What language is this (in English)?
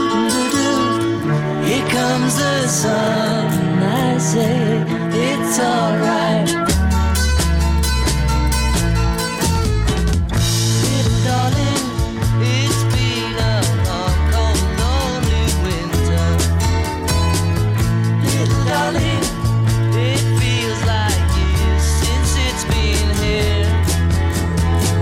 English